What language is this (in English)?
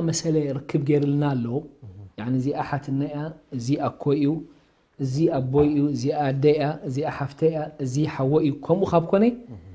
Tigrinya